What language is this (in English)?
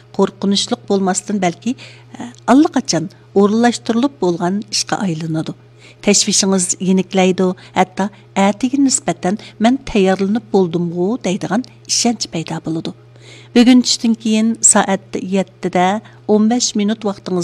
Uyghur